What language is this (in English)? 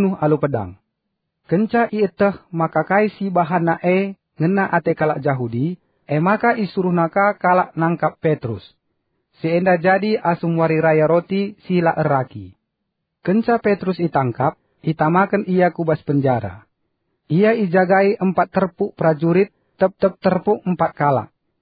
Batak Karo